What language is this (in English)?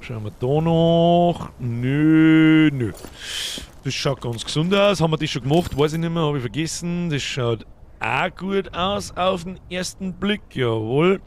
Bavarian